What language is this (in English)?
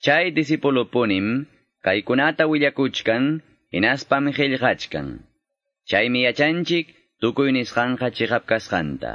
Quechua